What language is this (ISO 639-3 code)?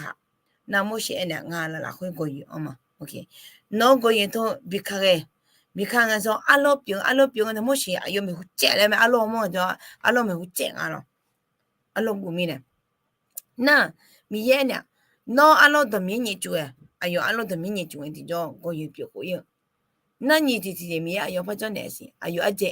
ahk